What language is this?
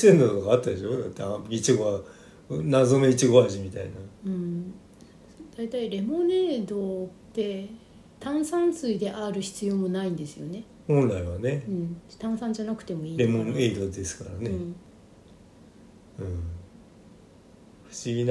Japanese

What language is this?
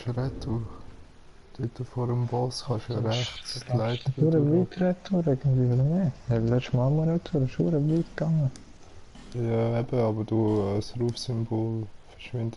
Swiss German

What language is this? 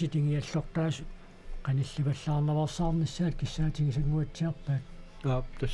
Kalaallisut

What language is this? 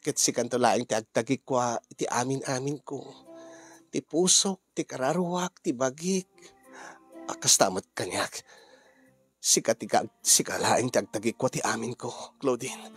Iloko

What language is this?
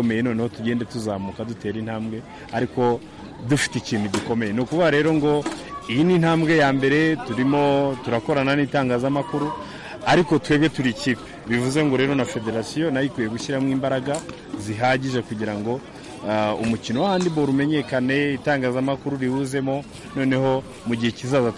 Kinyarwanda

